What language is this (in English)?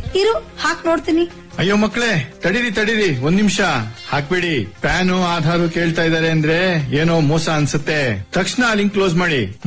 Kannada